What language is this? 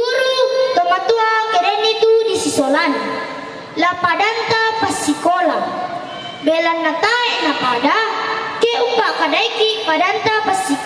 Toraja-Sa'dan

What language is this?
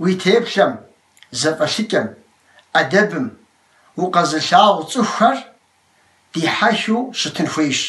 Kabardian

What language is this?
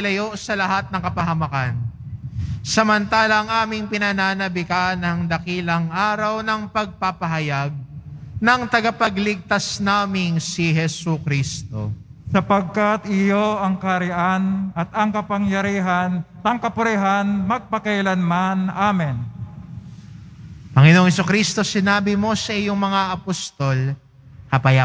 Filipino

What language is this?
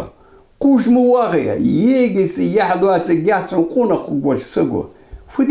Ingush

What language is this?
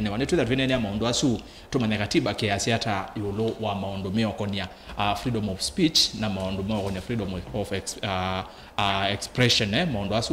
Kamba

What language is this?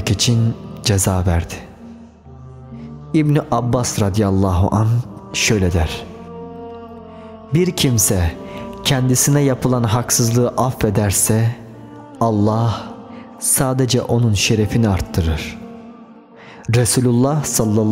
Turkish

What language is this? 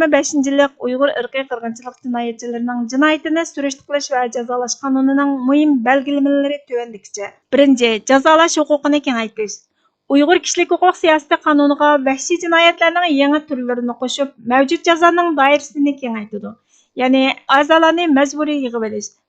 Uyghur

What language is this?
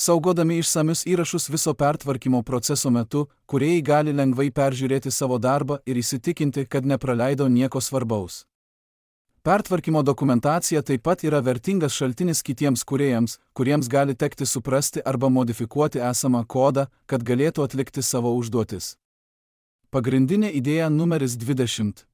Lithuanian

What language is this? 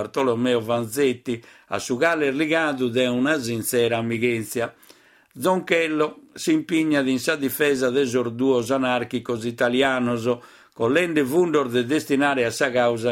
Sardinian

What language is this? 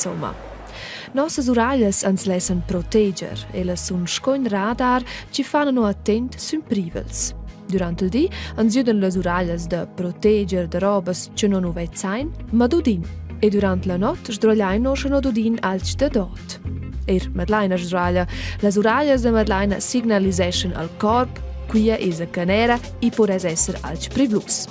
Romansh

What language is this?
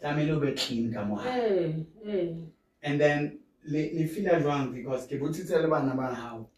Southern Sotho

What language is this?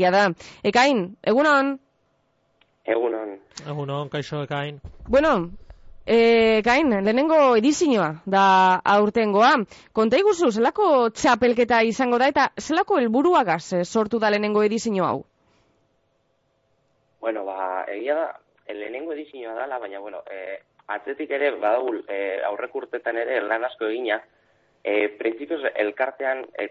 Basque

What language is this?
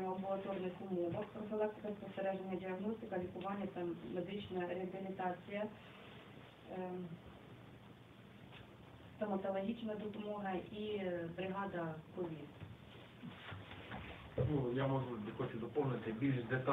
Ukrainian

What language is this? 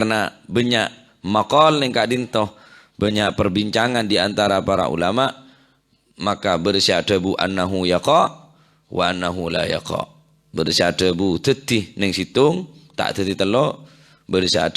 Madurese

